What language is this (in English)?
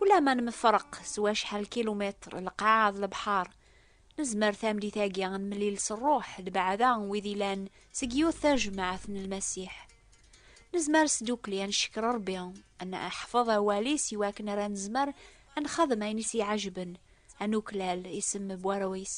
Kabyle